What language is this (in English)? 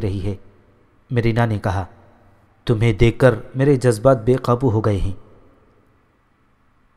Urdu